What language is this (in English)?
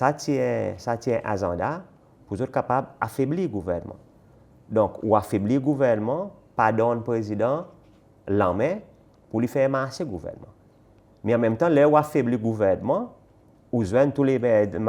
Seselwa Creole French